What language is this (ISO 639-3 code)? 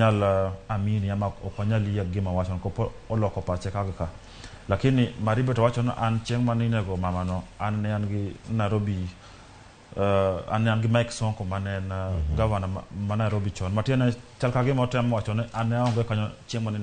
luo